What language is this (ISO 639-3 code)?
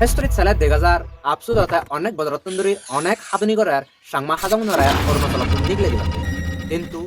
ccp